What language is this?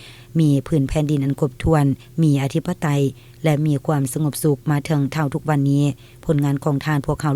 Lao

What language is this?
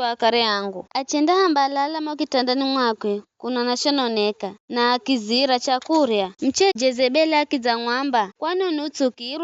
Giryama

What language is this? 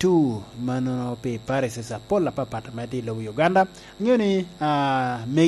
Lango (Uganda)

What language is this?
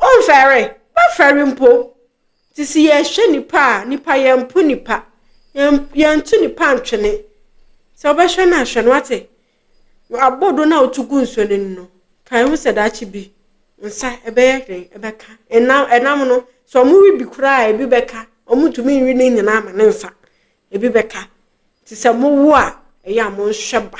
Akan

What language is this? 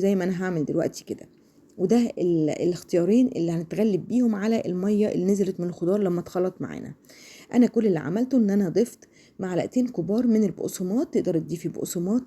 Egyptian Arabic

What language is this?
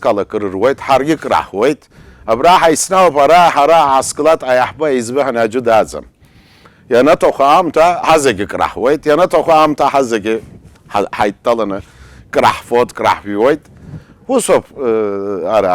Abkhazian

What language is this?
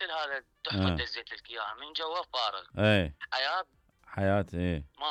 Mesopotamian Arabic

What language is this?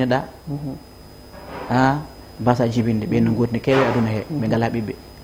Fula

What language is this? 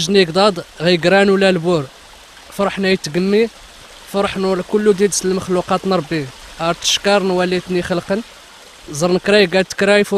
Kabyle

